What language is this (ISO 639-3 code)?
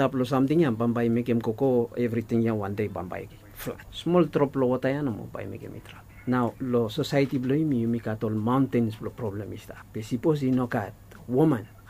bis